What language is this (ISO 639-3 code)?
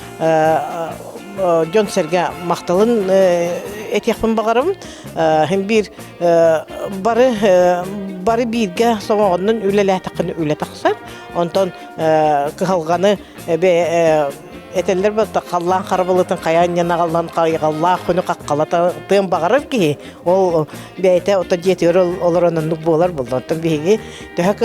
sah